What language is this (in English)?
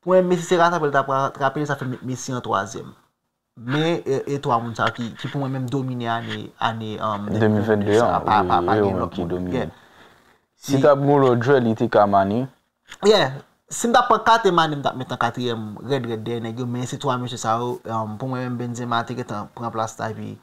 Haitian Creole